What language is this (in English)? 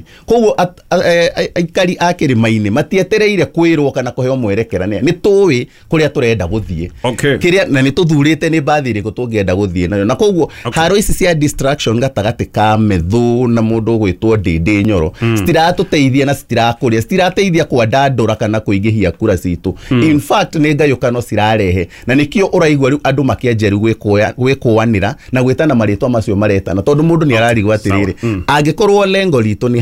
Kikuyu